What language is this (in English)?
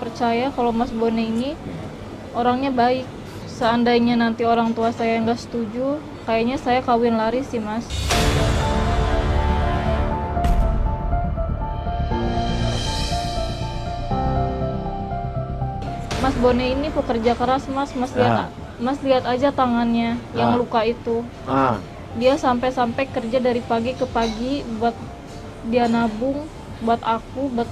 Indonesian